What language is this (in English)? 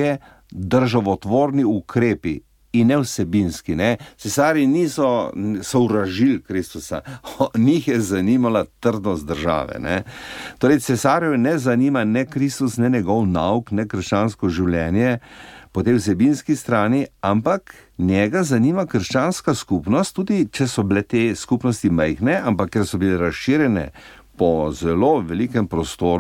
Slovenian